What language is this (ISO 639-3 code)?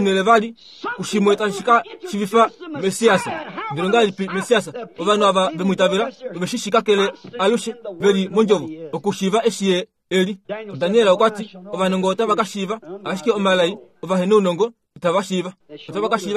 kua